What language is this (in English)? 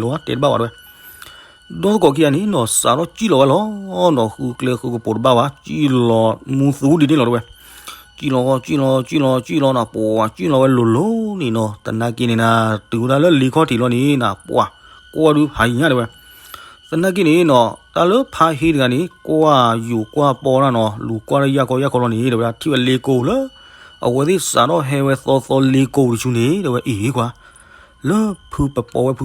S'gaw Karen